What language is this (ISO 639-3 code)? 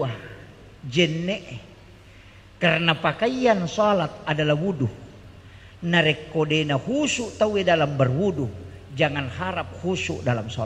bug